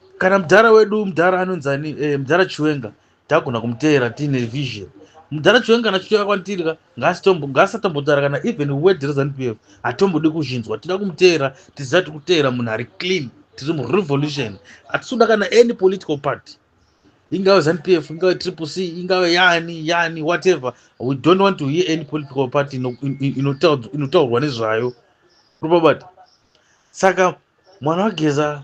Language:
Shona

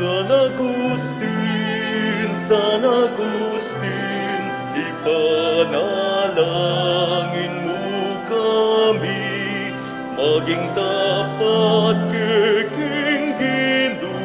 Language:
Pampanga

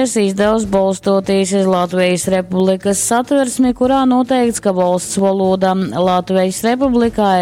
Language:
Latgalian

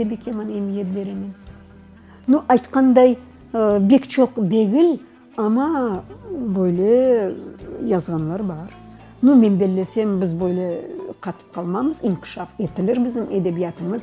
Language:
Crimean Tatar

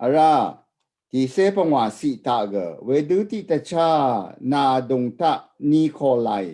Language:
Rawang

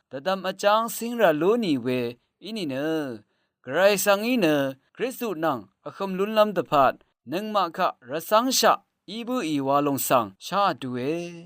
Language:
Rawang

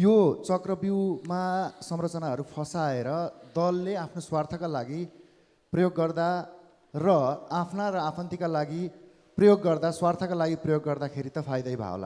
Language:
Nepali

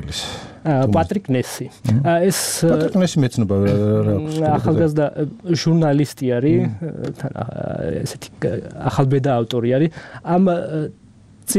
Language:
Georgian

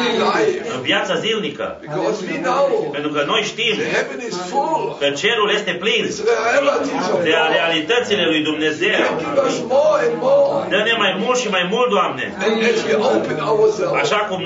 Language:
Romanian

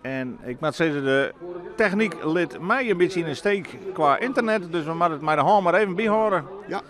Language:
Western Frisian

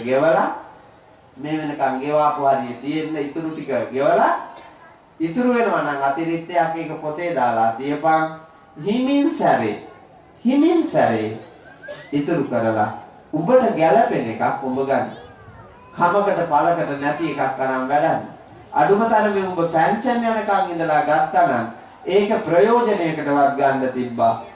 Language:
Sinhala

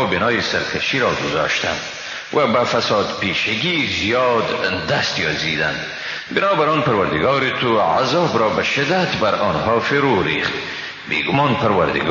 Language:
Persian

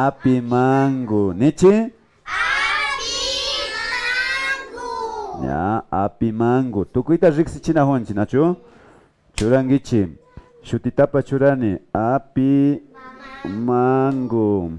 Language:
Imbabura Highland Quichua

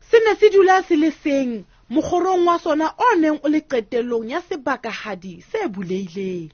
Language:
Southern Sotho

